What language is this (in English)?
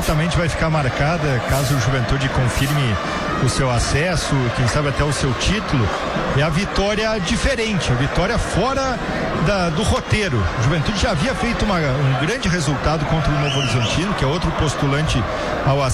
Portuguese